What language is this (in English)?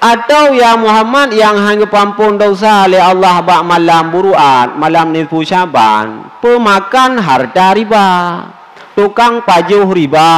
Achinese